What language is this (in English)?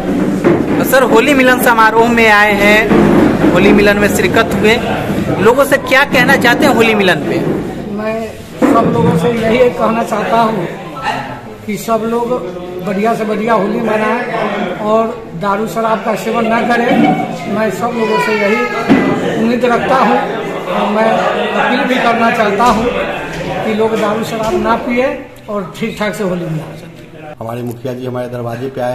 Hindi